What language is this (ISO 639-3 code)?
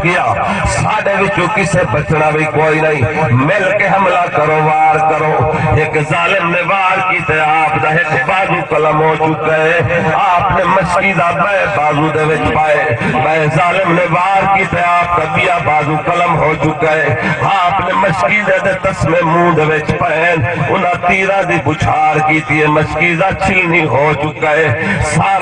skr